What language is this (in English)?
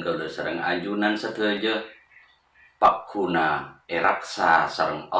Madurese